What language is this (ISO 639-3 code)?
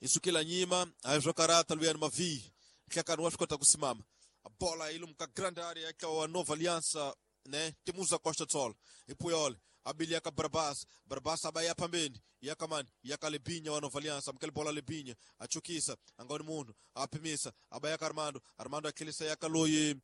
tso